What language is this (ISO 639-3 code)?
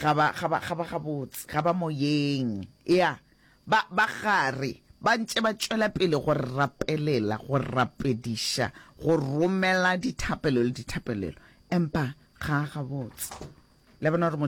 nso